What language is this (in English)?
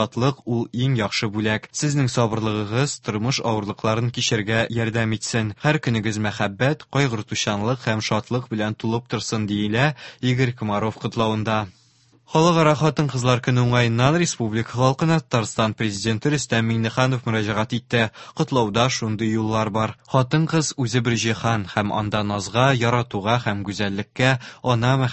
Tatar